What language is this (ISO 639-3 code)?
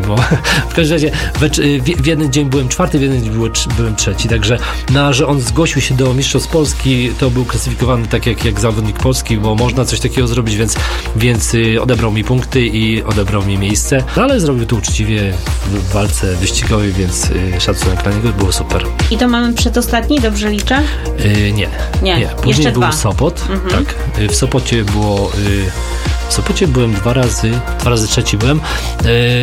pol